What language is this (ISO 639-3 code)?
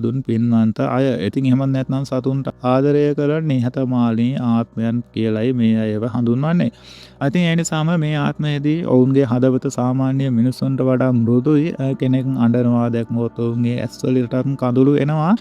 sin